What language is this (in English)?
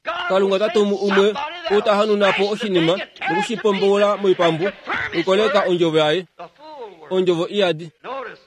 Kuanyama